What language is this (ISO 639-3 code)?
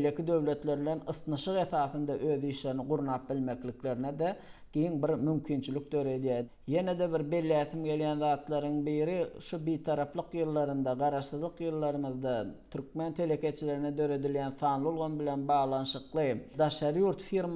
tuk